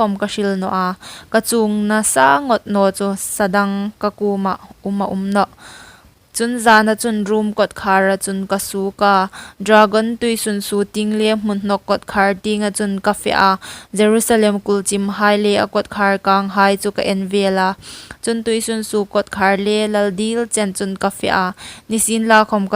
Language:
Hmar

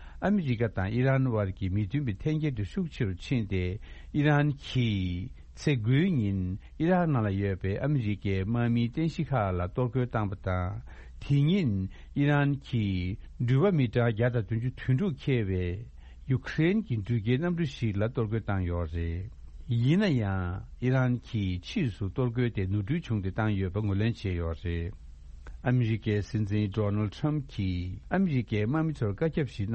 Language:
Tibetan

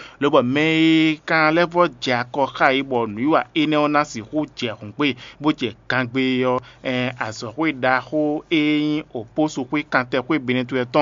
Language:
Fon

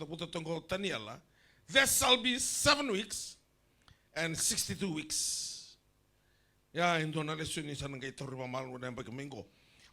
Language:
Fijian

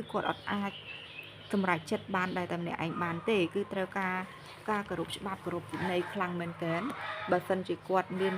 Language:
Khmer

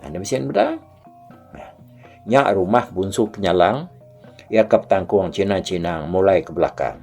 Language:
Iban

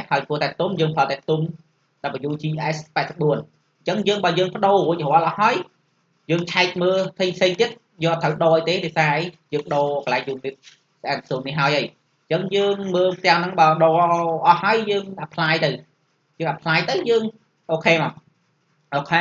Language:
Khmer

